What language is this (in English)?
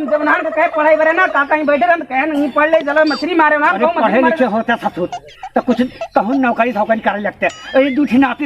Awadhi